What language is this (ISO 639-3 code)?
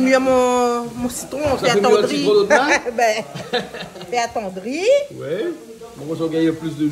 rcf